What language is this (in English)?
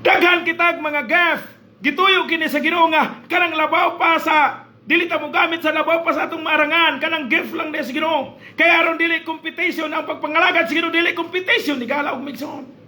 Cebuano